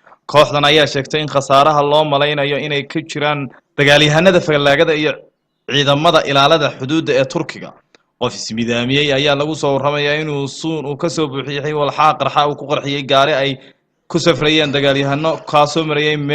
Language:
Somali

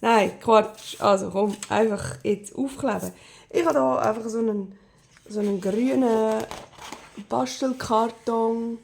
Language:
Swiss German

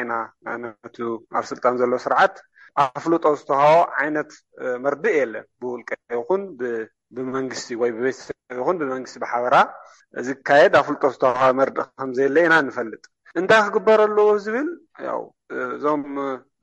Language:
Tigrinya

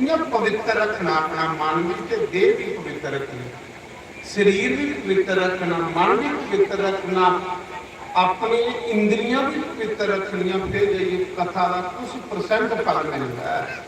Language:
Dogri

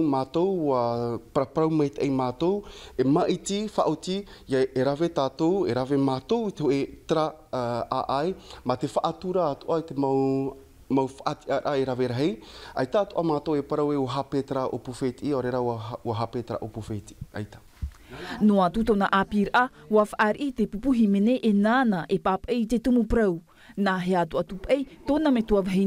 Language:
Tahitian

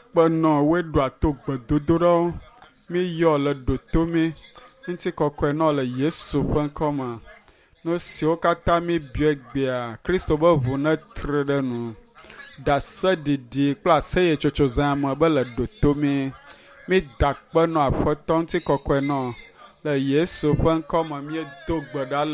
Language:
Ewe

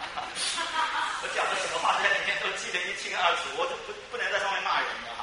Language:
Chinese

